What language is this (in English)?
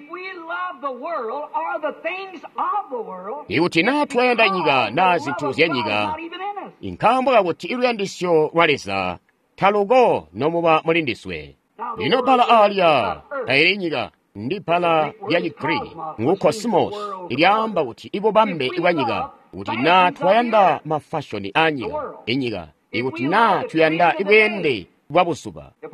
Tonga (Zambia)